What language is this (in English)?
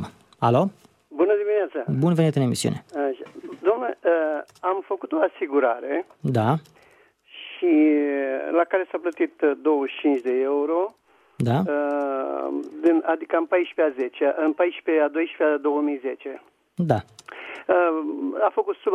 Romanian